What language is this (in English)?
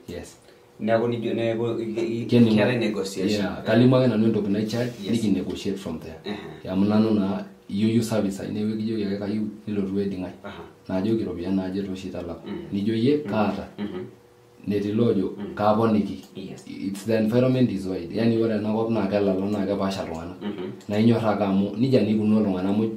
Masai